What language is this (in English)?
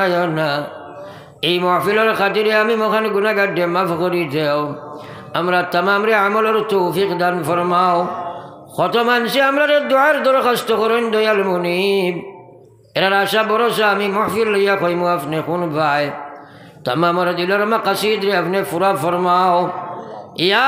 Sylheti